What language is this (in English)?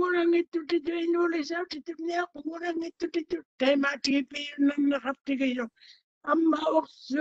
Māori